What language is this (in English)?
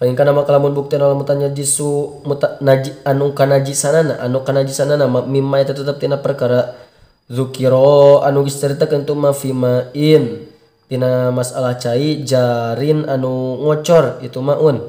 Sundanese